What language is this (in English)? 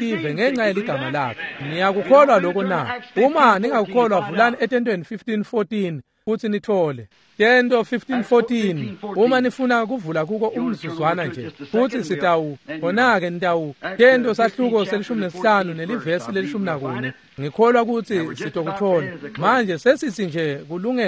Swati